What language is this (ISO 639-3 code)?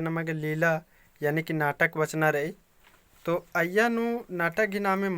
kru